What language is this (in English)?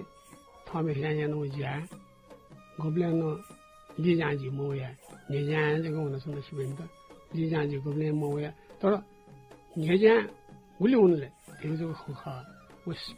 Newari